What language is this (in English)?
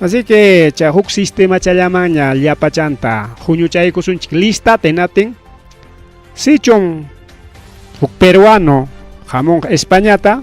Ayacucho Quechua